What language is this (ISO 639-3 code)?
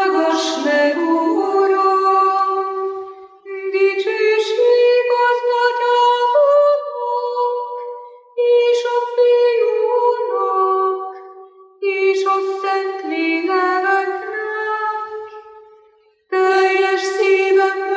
hun